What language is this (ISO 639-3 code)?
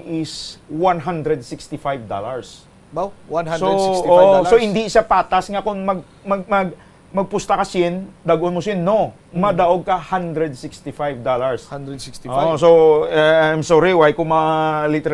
hil